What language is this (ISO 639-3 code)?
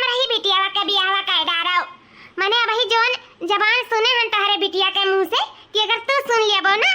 awa